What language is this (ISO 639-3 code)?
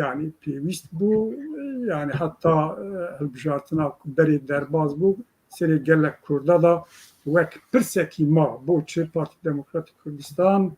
kur